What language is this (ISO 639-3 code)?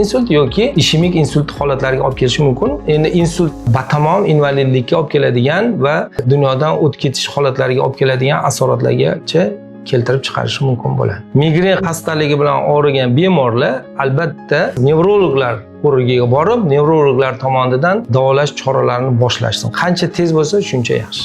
uzb